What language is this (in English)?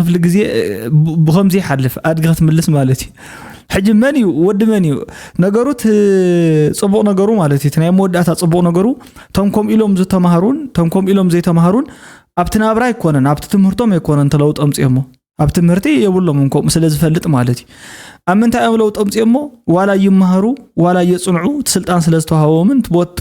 Tigrinya